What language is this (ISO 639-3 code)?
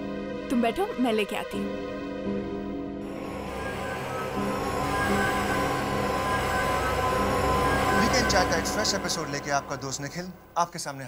hin